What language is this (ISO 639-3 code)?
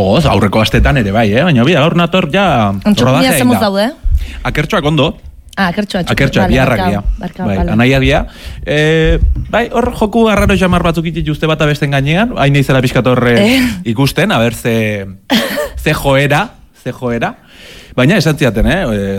eus